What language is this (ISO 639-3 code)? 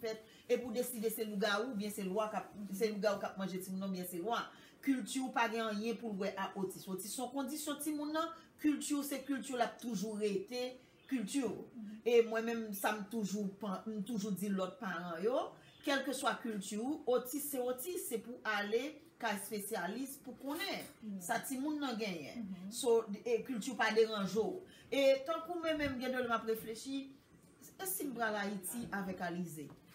hat